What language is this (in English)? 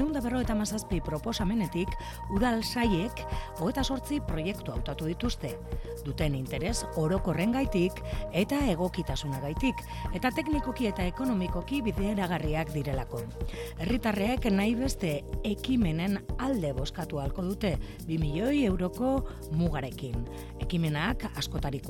Basque